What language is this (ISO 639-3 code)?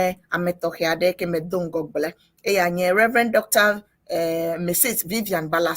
ewe